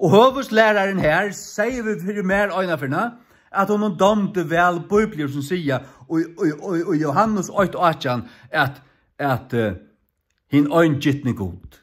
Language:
Faroese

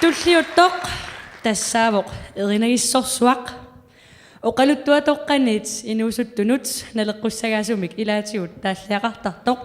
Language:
Kalaallisut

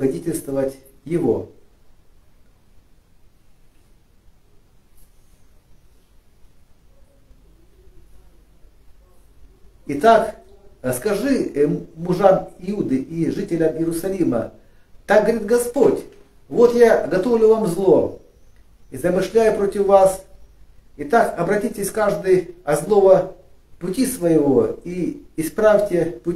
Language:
Russian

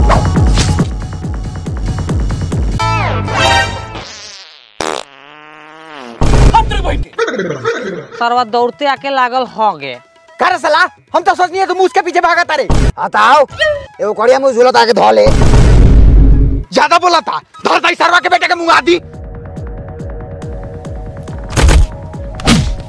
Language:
Bhojpuri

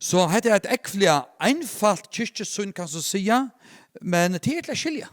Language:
Faroese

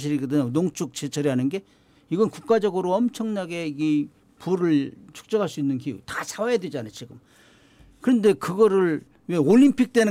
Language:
Korean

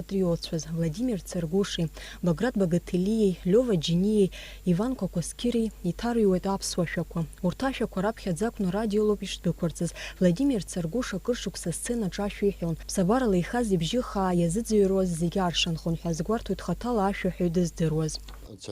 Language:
Abkhazian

